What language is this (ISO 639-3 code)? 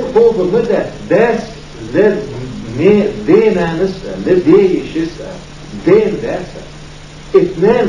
che